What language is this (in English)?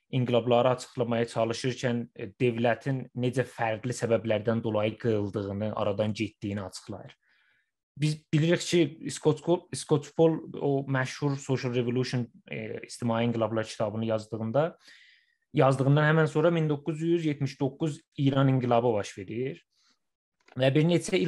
South Azerbaijani